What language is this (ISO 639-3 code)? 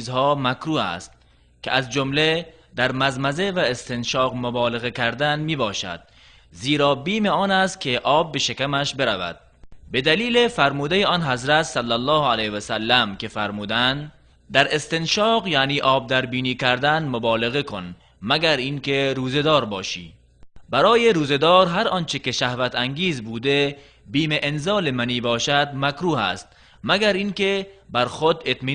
tgk